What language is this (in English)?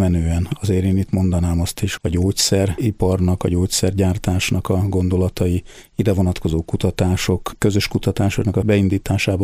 Hungarian